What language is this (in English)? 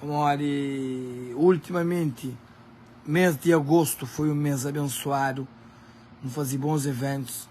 Kabuverdianu